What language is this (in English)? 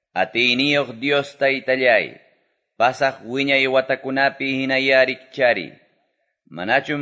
Quechua